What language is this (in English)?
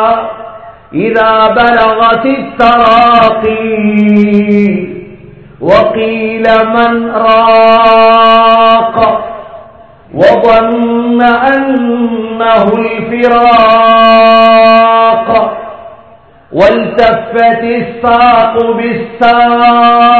Tamil